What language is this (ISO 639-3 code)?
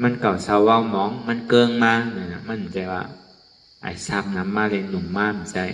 shn